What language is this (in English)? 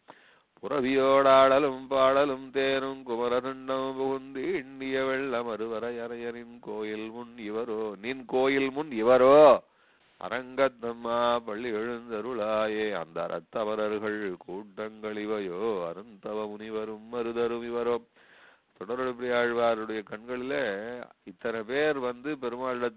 Tamil